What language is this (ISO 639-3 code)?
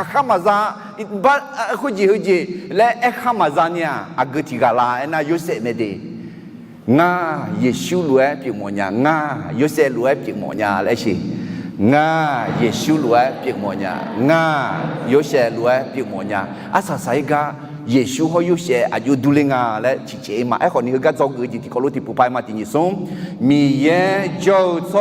ahk